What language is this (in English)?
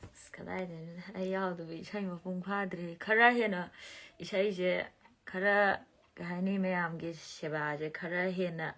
Manipuri